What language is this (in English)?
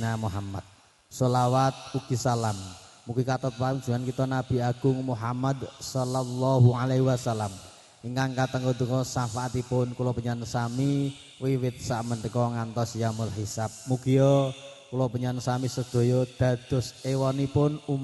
Javanese